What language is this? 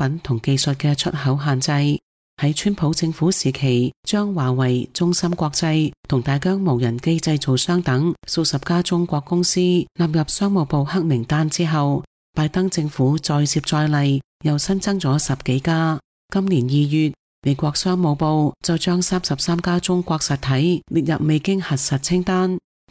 Cantonese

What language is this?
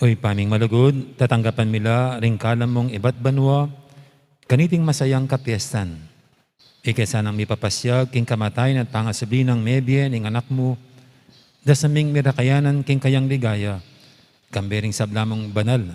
Pampanga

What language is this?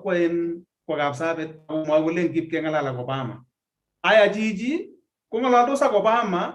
Kalenjin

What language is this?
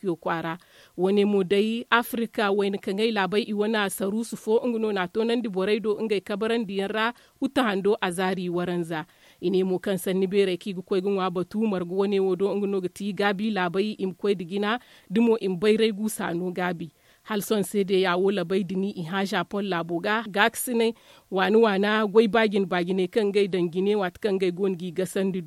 Zarma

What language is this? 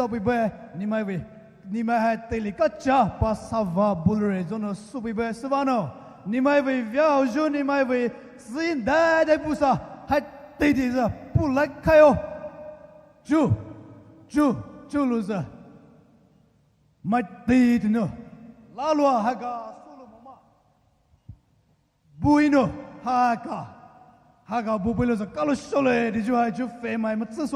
Poumei Naga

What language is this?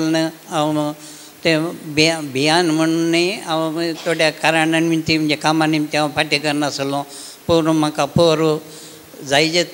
Konkani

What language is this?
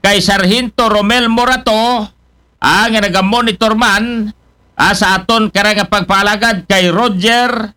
Aklanon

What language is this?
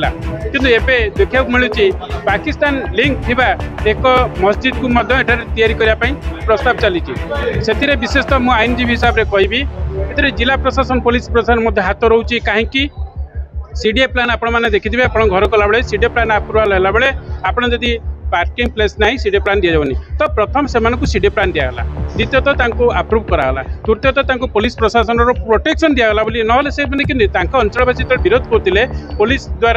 Odia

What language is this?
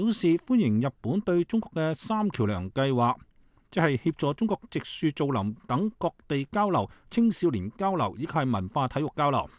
Cantonese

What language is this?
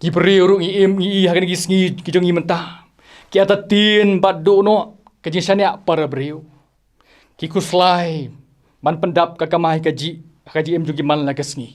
Khasi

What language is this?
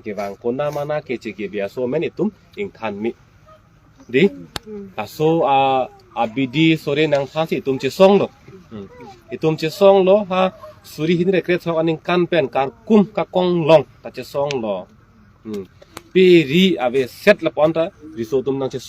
Karbi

